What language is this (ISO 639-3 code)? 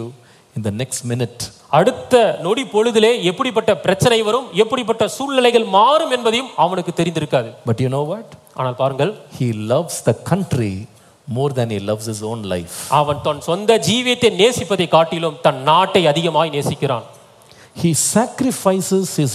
tam